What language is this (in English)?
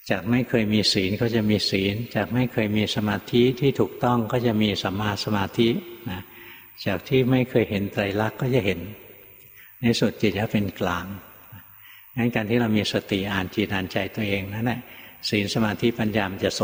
Thai